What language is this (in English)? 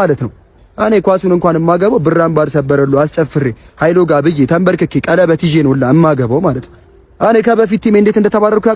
Amharic